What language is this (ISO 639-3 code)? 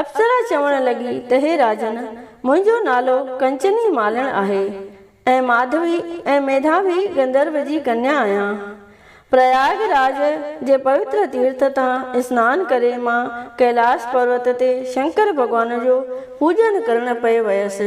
snd